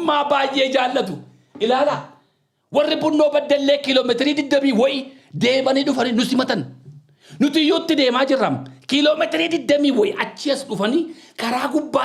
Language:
Oromo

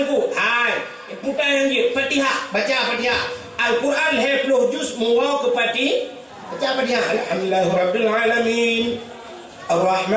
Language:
Achinese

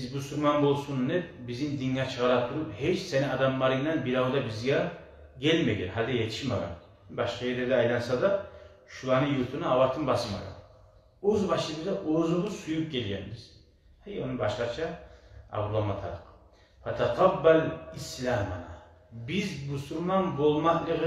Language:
Kumyk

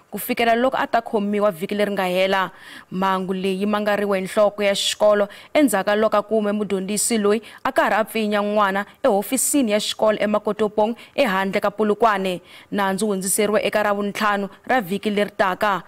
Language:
Tsonga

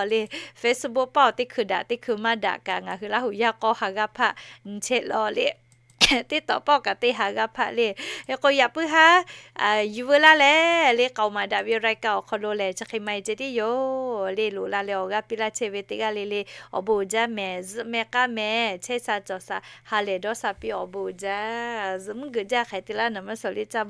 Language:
Lahu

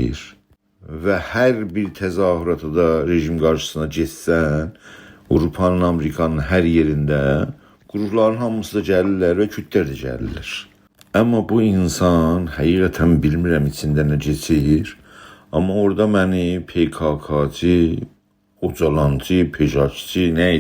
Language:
South Azerbaijani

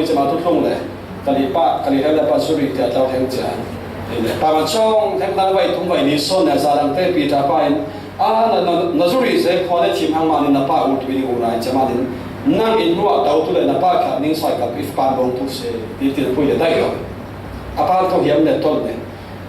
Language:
Falam Chin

